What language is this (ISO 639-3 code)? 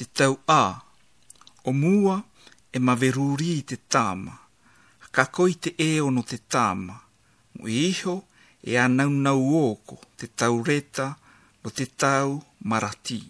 lav